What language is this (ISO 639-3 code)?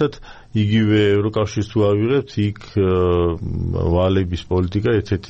kat